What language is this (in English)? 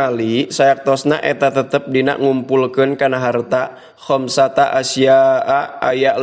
Sundanese